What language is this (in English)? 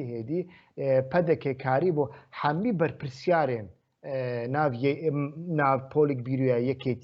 Kurdish